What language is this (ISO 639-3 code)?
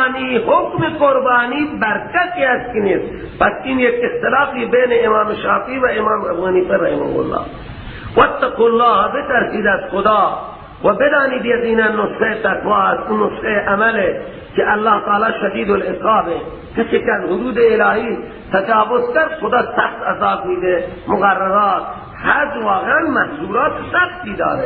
fas